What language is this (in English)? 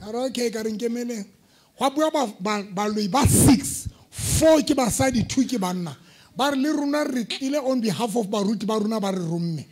Southern Sotho